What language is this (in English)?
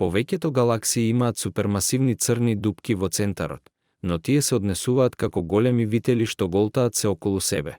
Macedonian